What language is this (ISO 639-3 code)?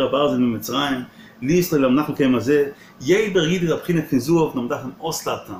yid